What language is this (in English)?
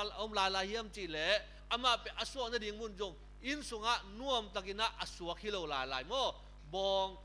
Tedim Chin